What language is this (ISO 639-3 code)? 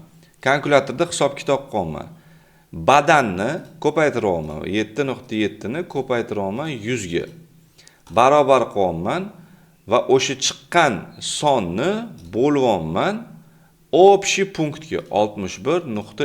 uzb